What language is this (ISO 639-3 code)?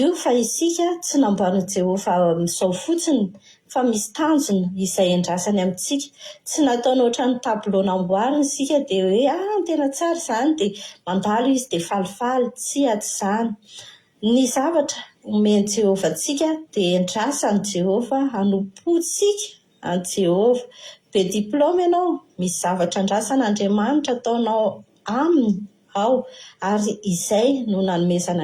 mlg